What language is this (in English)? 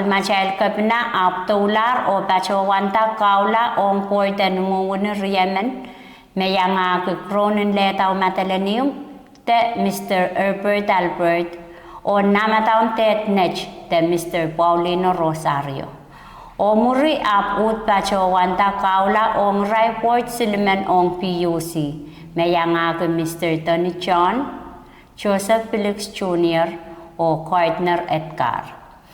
Pohnpeian